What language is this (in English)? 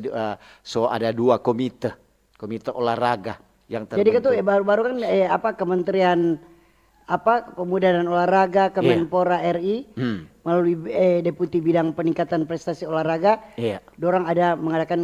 Manado Malay